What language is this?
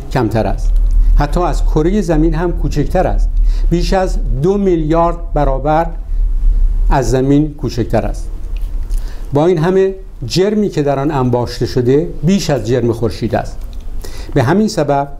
Persian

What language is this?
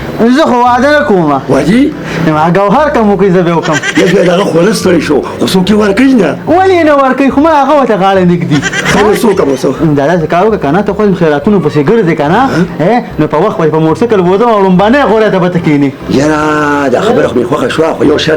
Pashto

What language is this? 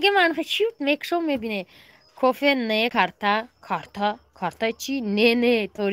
Tajik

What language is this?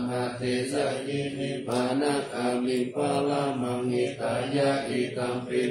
Pali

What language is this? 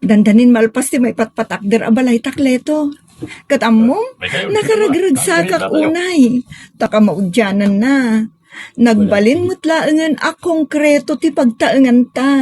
Iloko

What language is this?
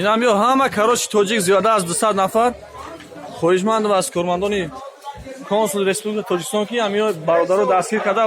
Tajik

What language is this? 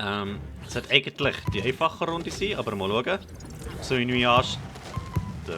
Swiss German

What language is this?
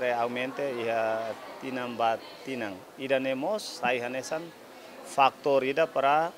Tetum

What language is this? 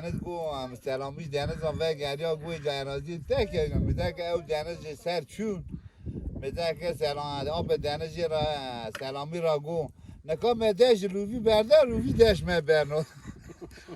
Kurdish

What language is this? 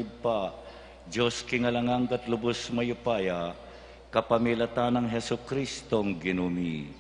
Pampanga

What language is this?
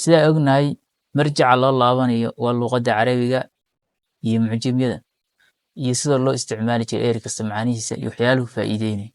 Somali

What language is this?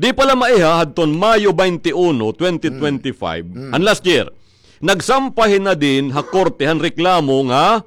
Waray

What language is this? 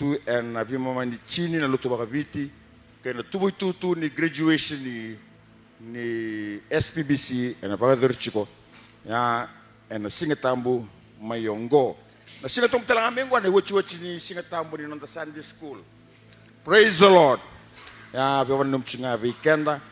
Fijian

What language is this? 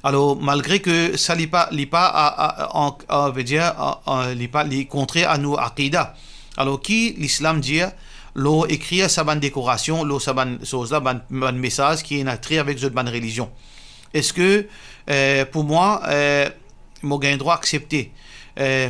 Morisyen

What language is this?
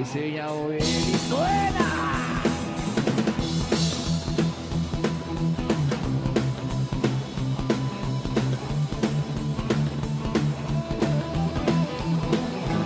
Spanish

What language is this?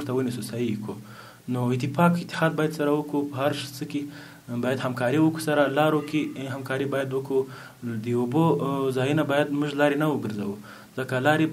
Pashto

